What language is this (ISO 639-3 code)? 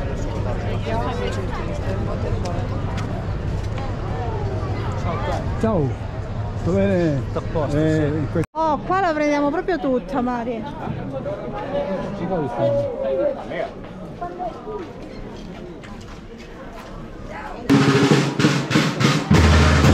ita